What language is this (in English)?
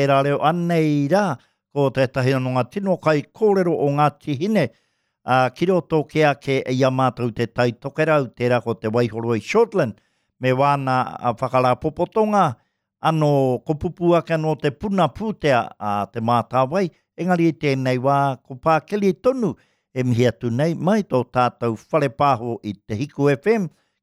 Māori